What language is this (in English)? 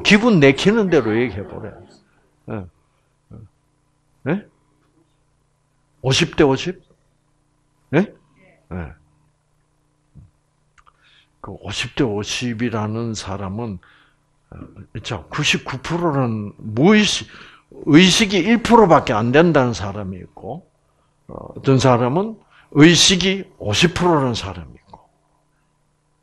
Korean